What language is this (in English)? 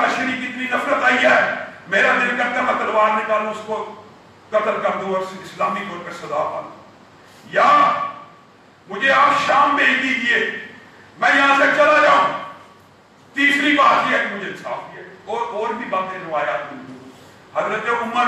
Urdu